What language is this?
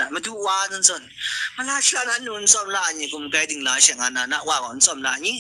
Kachin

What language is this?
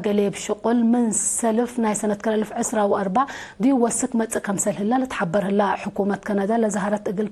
Tigre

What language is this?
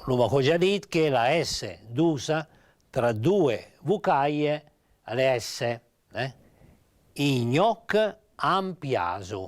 Piedmontese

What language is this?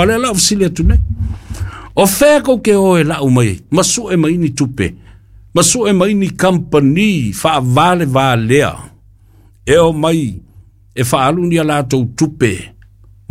Samoan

